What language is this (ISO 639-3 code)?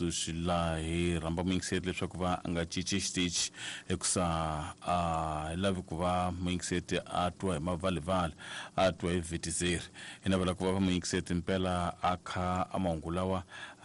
tso